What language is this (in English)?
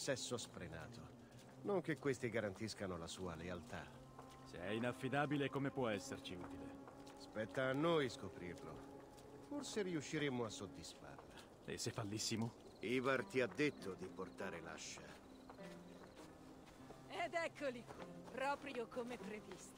Italian